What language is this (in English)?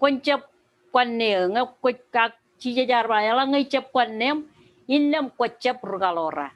Marshallese